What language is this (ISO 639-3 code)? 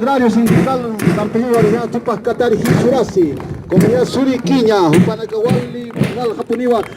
aym